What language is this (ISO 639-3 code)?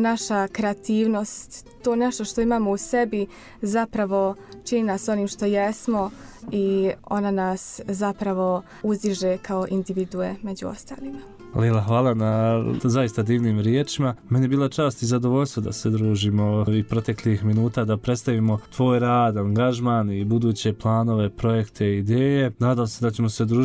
bos